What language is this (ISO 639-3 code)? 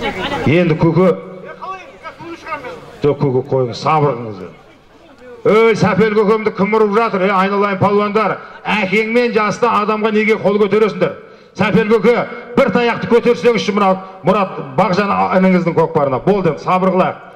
kaz